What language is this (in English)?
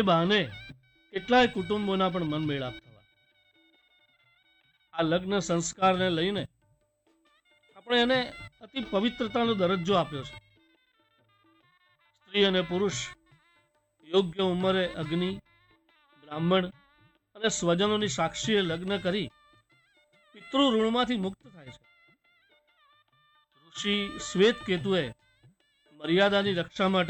Gujarati